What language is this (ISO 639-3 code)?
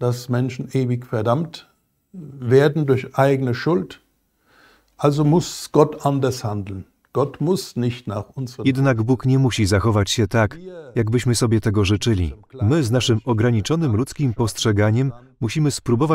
pol